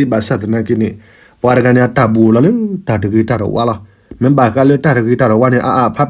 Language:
S'gaw Karen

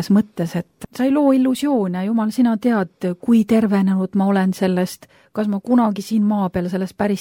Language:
Estonian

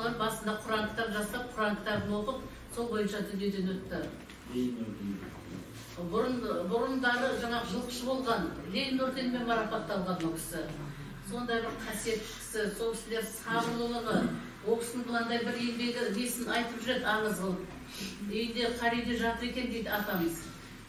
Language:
Kazakh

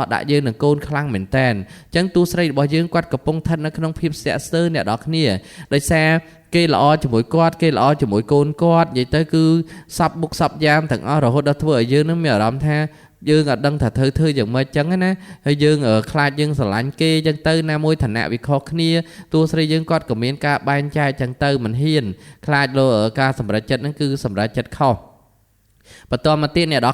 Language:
Khmer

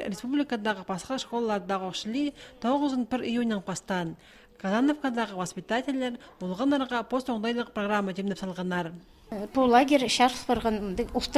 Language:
Khakas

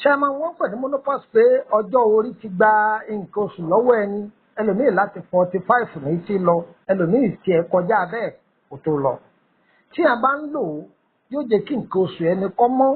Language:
Yoruba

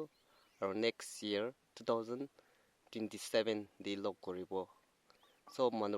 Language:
Naga Pidgin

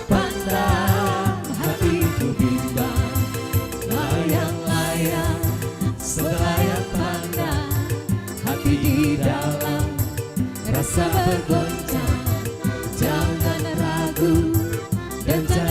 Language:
Musi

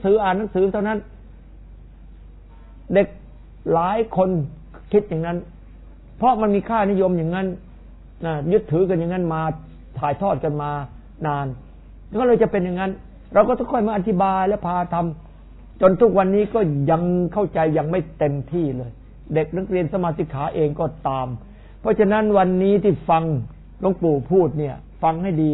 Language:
Thai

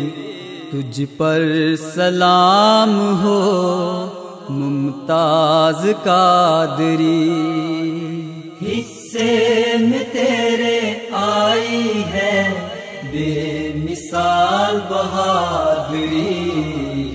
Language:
Urdu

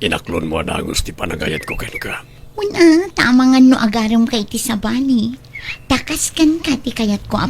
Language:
Iloko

